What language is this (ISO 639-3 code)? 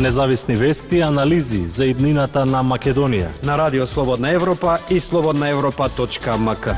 mkd